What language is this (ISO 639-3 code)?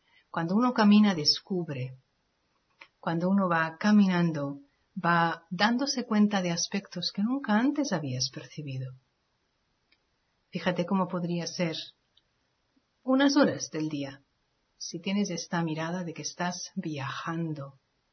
spa